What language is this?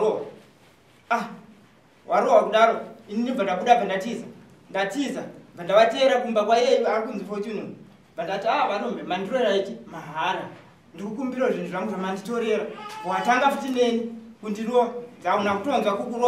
Shona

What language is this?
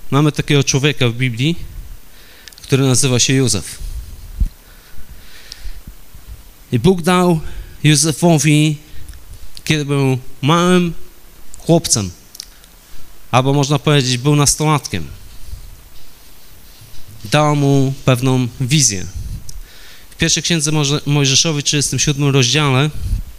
Polish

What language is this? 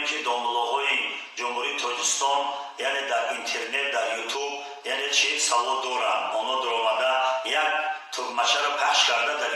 Tajik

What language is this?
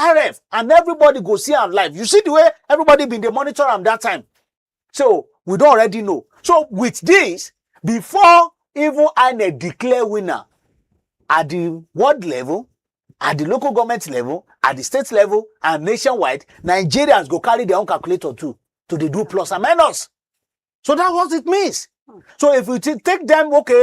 Nigerian Pidgin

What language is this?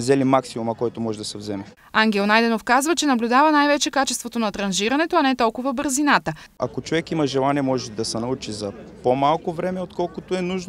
Bulgarian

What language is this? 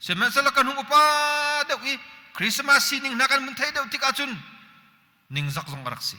Hakha Chin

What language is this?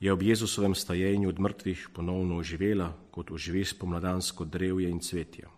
Slovenian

